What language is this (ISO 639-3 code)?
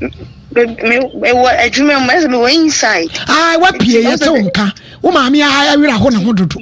aka